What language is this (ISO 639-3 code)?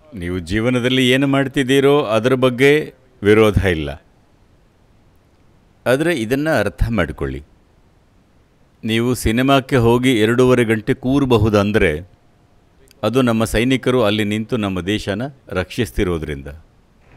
kan